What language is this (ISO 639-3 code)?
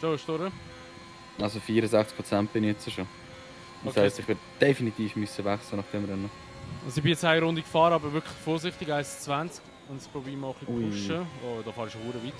gsw